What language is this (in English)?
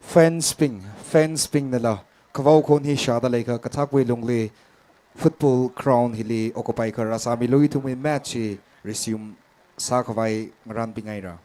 Tangkhul Naga (India)